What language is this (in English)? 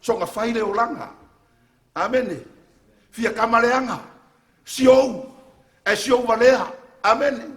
Samoan